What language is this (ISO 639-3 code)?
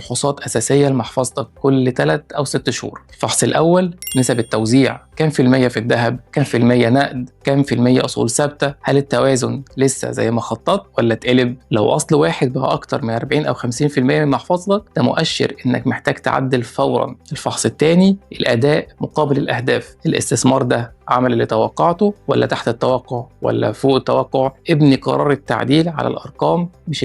arz